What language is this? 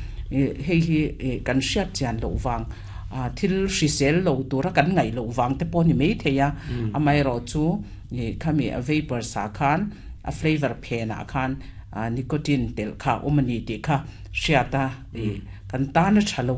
Mizo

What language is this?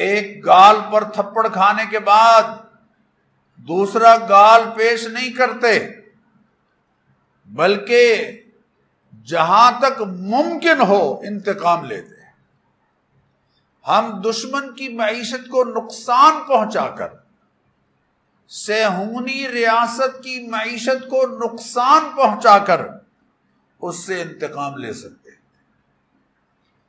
Urdu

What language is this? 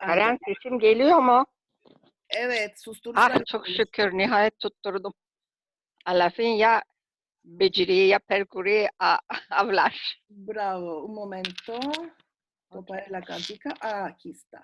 Ladino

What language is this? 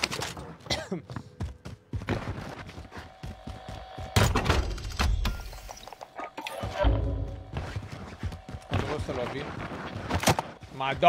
Italian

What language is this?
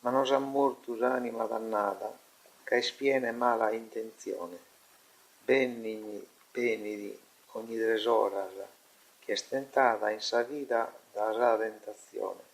Sardinian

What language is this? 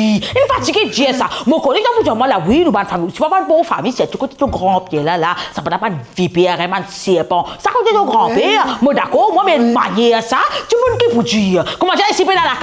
Morisyen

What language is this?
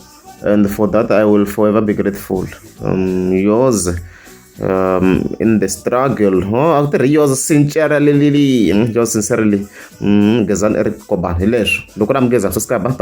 Tsonga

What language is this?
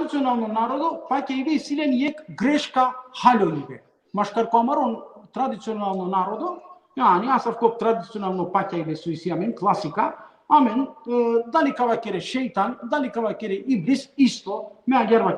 Balkan Romani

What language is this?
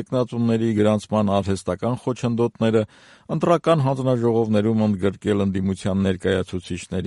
Armenian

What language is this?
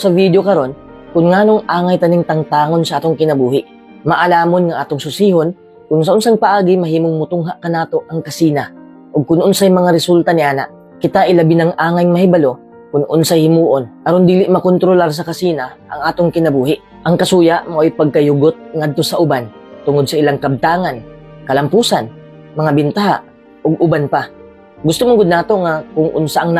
Cebuano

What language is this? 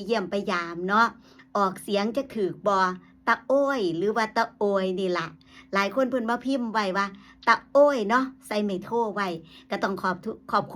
Northeastern Thai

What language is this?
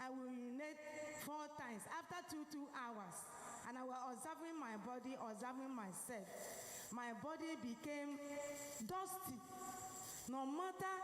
Ewe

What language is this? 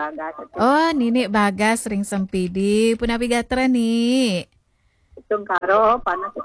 Balinese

